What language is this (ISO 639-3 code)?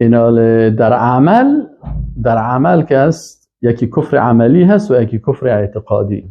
fas